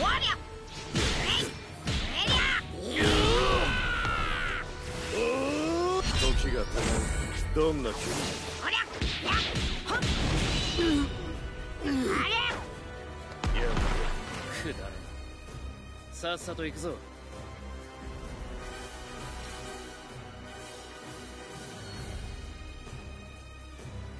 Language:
Japanese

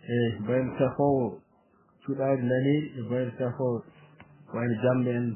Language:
Fula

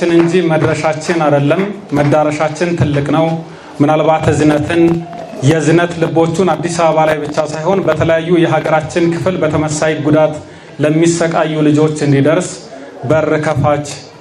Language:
Amharic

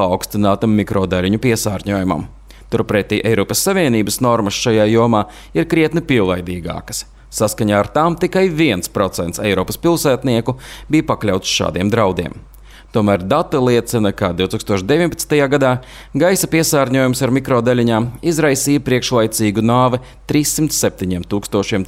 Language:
Latvian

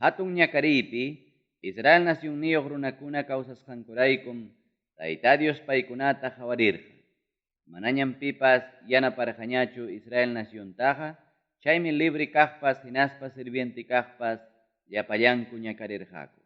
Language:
Ayacucho Quechua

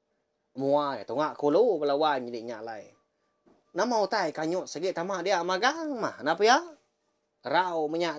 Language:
Iban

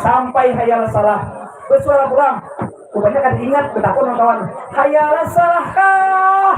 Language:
Banjar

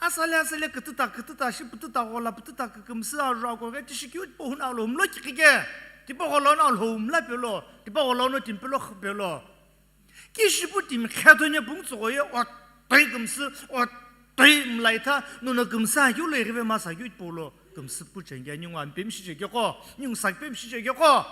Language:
Sumi Naga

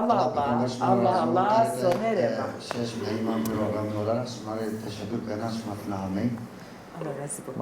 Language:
Zaza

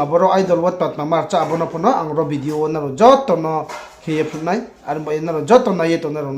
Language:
Riang (India)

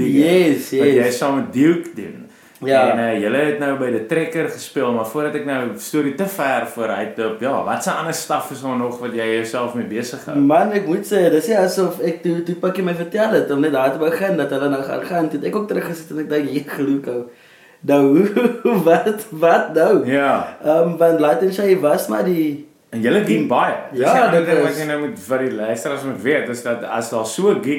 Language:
Afrikaans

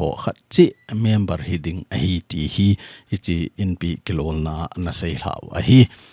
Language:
Thado Chin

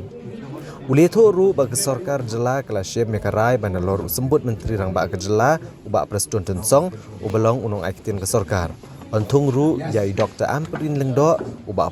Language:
Khasi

